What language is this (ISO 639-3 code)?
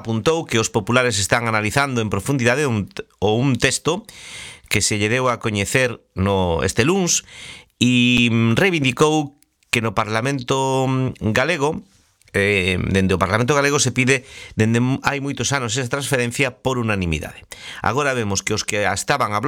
glg